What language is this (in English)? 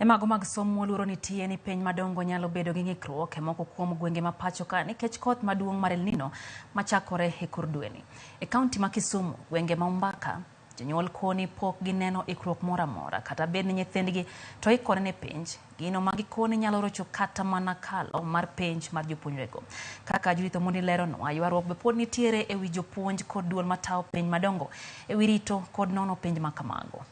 Luo (Kenya and Tanzania)